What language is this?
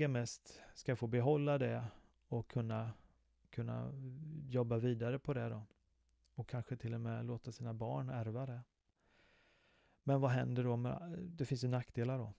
Swedish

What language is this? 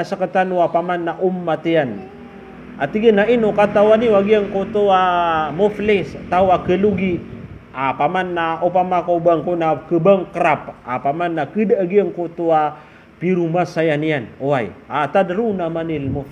Maranao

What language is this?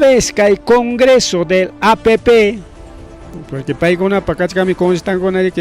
Ayacucho Quechua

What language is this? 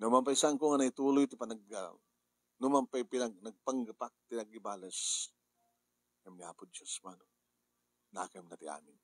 Iloko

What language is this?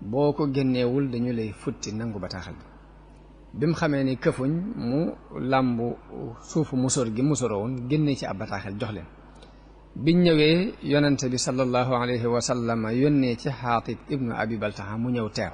Wolof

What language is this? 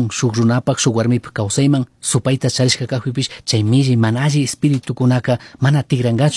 Chimborazo Highland Quichua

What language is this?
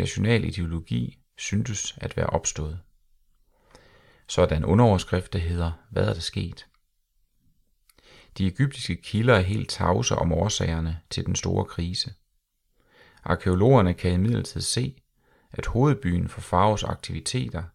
Danish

